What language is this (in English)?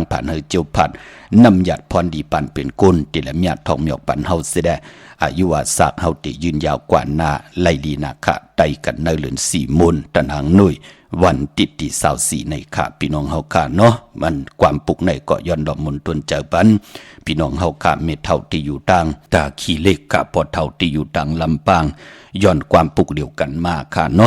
Shan